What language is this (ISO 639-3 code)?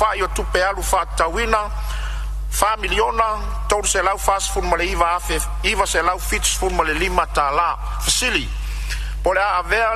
smo